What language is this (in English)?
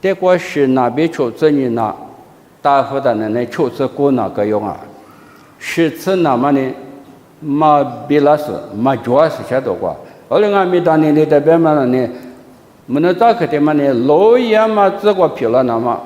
Lisu